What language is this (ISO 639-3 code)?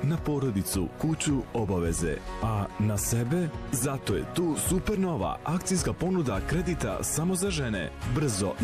bos